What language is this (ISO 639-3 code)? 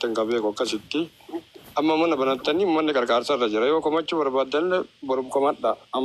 orm